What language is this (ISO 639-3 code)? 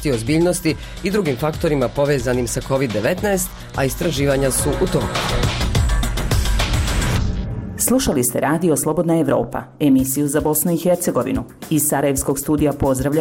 bos